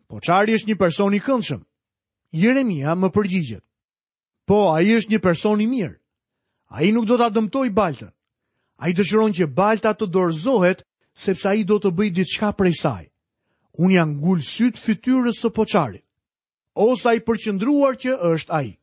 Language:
Albanian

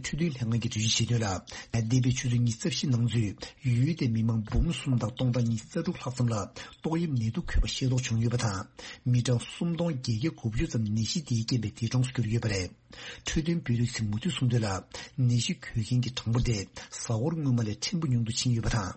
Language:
Tibetan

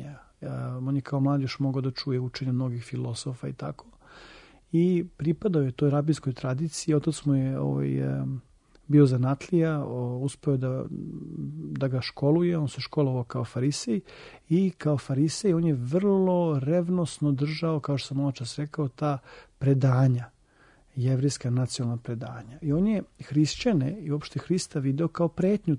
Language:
Serbian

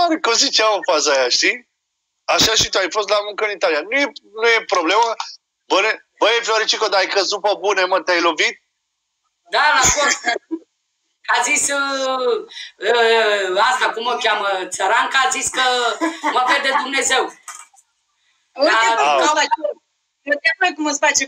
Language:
Romanian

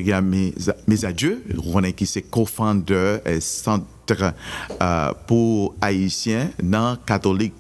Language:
Haitian Creole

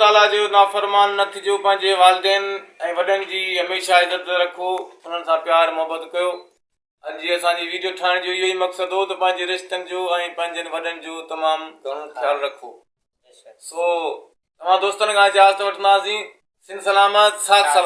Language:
Sindhi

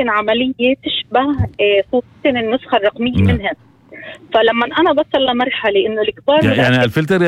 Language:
North Levantine Arabic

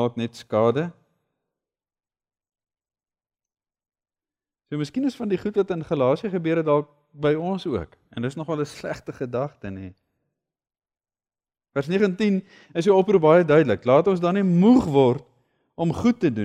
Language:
Afrikaans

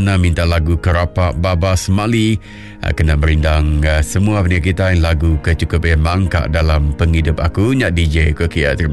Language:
Iban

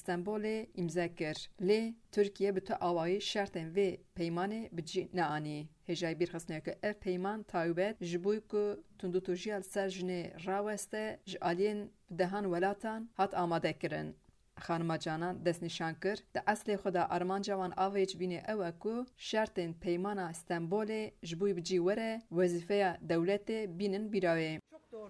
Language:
Kurdish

